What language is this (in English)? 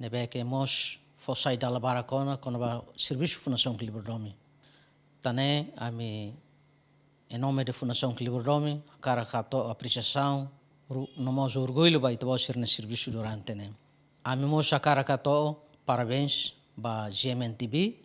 Tetum